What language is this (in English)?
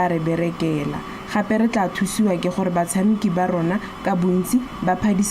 Tswana